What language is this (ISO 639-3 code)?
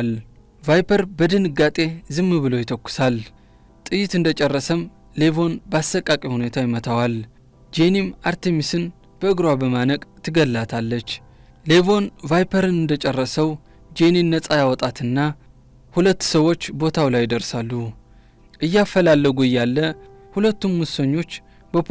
amh